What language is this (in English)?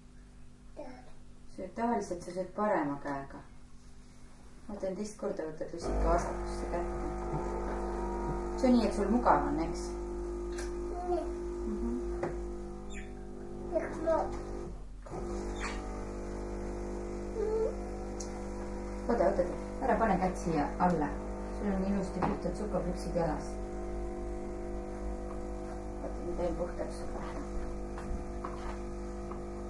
Estonian